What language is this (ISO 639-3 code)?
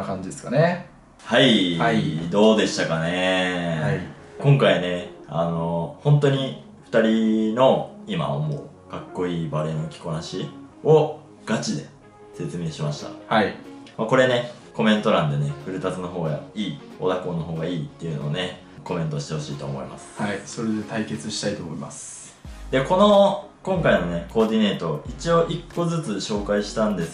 jpn